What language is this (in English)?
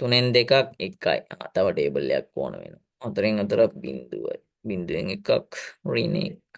Sinhala